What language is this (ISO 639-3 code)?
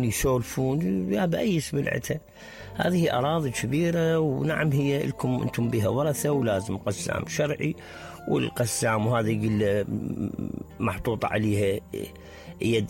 acm